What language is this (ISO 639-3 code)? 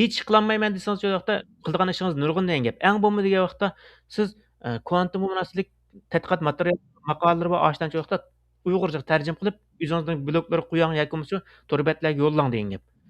uig